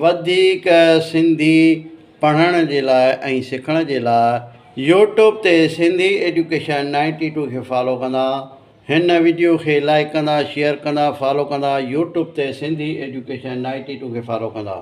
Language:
Sindhi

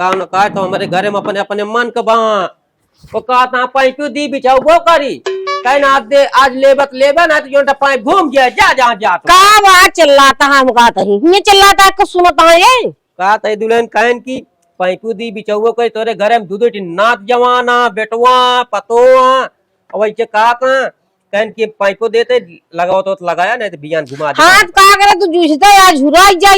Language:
Awadhi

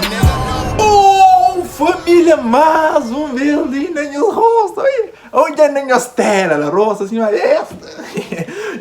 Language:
Kabuverdianu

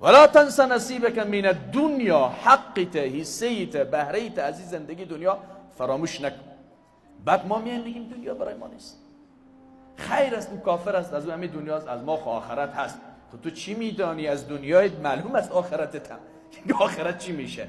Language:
Persian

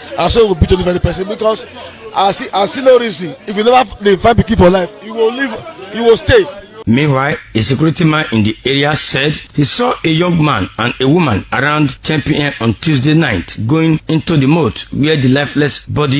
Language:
Nigerian Pidgin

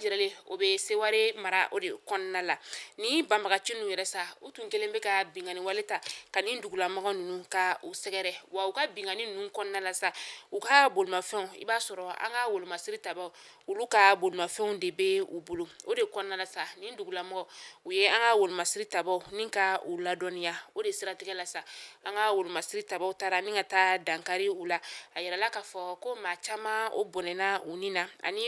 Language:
Bambara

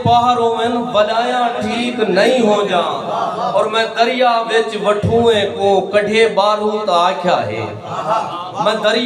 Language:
Saraiki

